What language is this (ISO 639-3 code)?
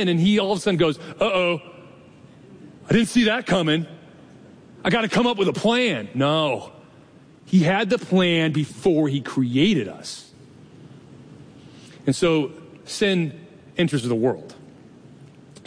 eng